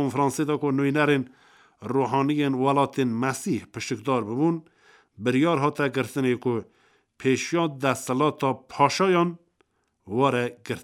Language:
Kurdish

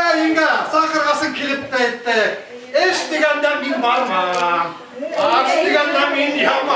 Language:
Bashkir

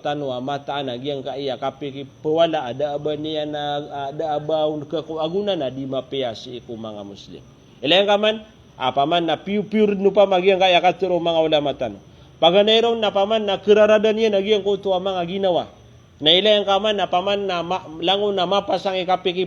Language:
Maranao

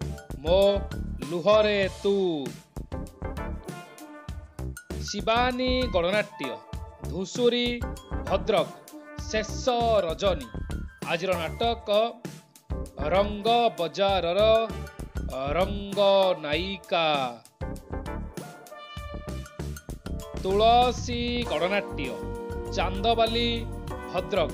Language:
Odia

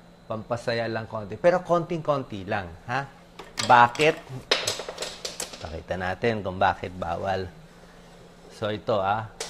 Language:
Filipino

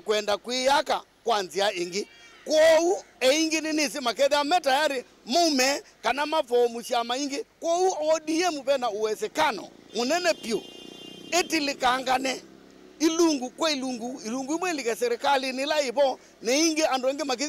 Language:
Kamba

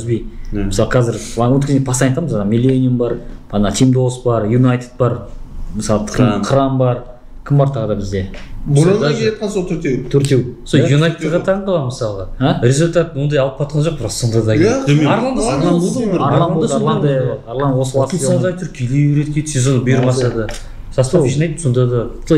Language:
Kazakh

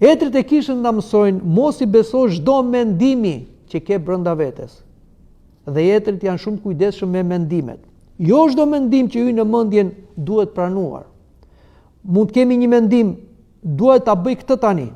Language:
Albanian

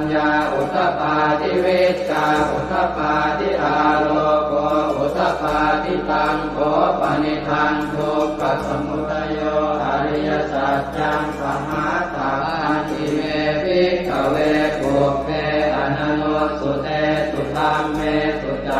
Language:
Pali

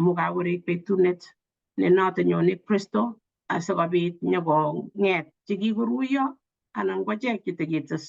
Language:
Kalenjin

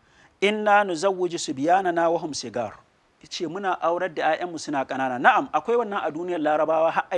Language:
Hausa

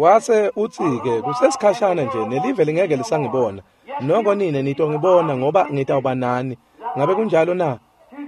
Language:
Swati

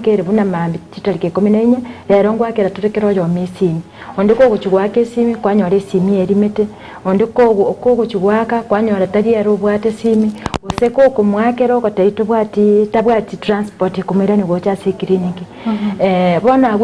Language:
Gusii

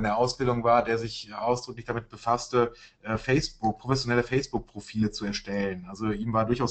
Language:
German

